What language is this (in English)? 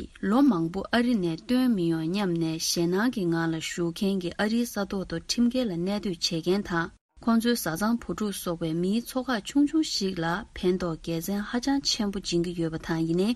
Tibetan